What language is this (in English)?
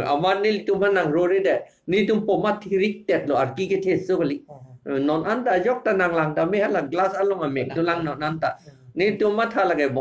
Karbi